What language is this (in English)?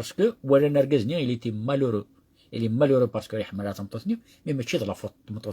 Kabyle